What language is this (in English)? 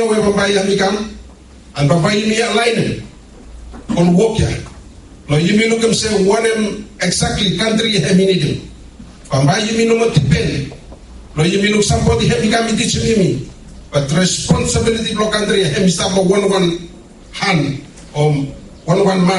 Bislama